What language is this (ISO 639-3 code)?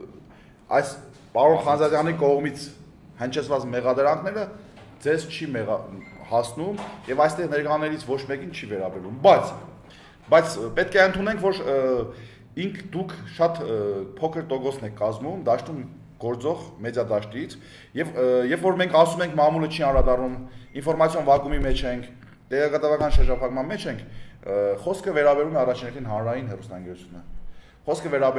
hye